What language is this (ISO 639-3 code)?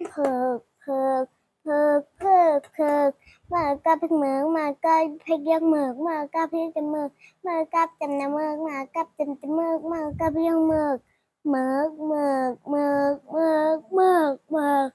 shn